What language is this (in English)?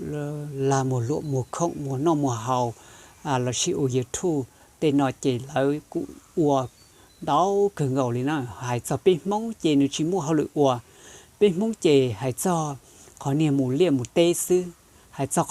Hmong